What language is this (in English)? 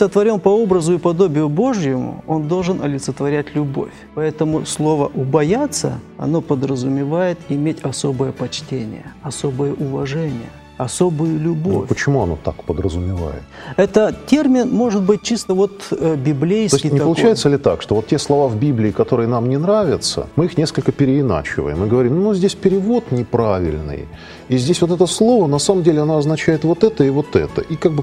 Russian